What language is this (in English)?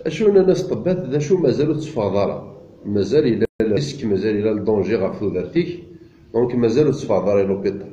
Kabyle